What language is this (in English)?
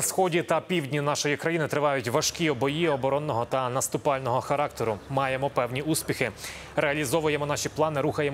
Ukrainian